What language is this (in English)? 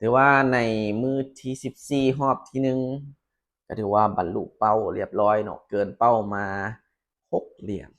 Lao